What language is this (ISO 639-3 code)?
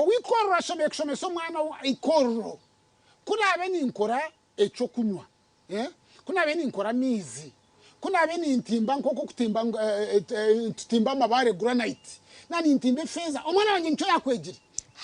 nyn